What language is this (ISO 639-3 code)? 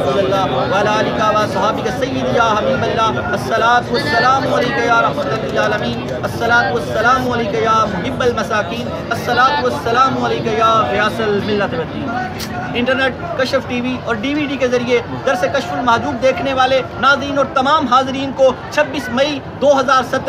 urd